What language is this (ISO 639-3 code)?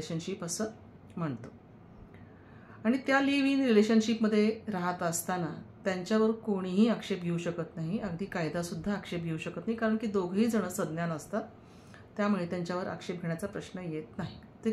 mar